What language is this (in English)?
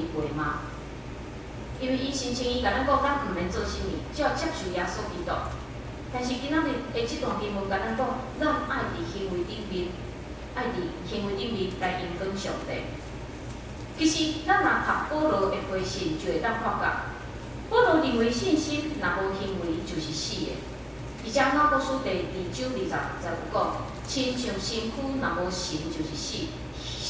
Min Nan Chinese